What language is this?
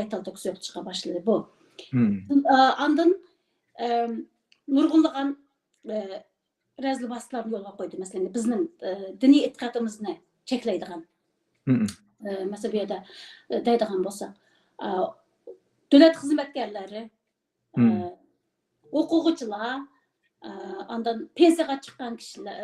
Uyghur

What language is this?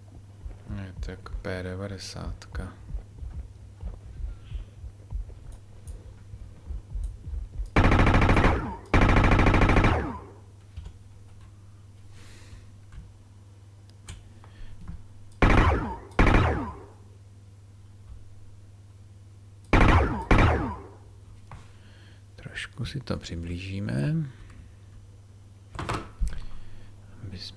Czech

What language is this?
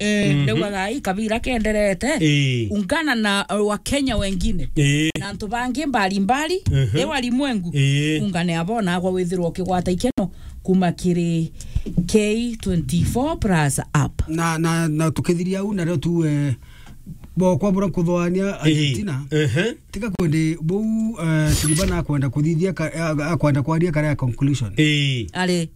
Meru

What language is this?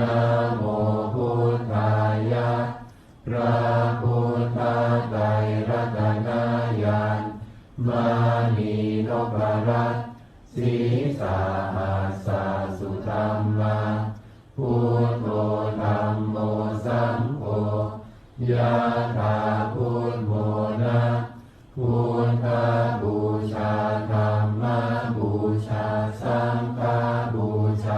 Pali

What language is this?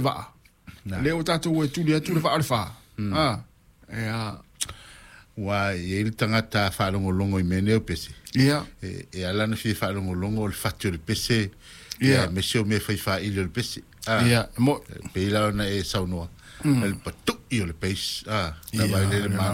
Samoan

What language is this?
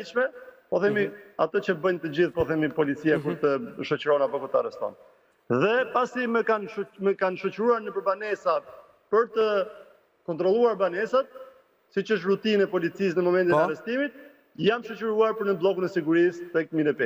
Albanian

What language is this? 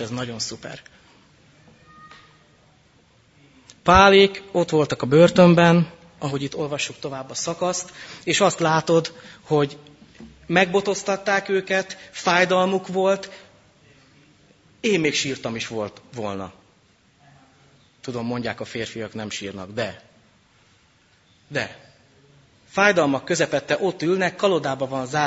Hungarian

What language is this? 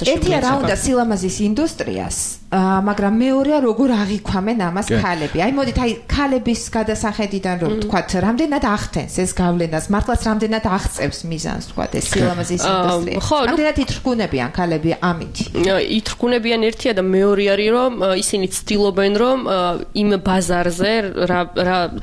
Georgian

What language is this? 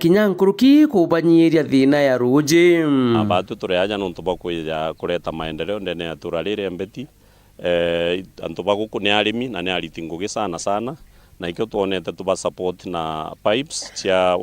Meru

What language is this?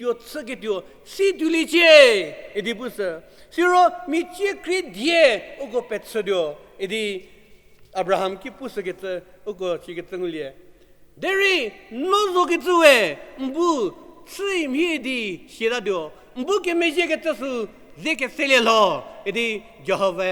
Angami Naga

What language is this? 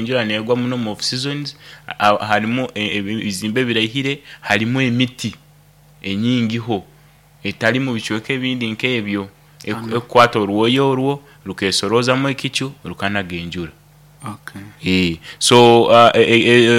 Nyoro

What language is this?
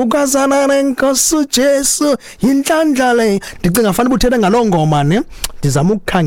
Xhosa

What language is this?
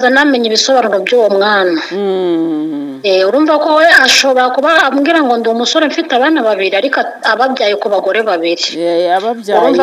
Kinyarwanda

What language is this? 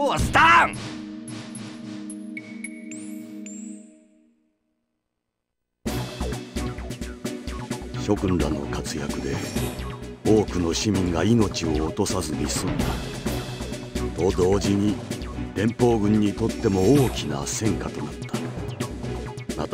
Japanese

